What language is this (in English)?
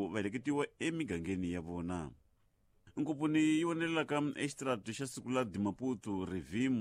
Tsonga